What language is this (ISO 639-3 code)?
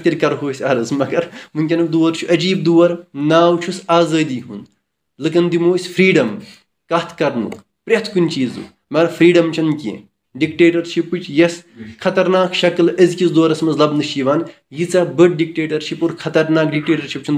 kas